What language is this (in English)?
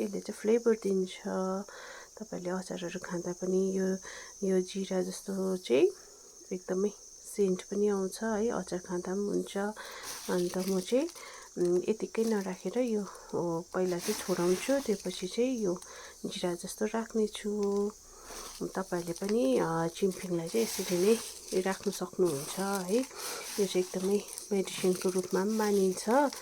Nepali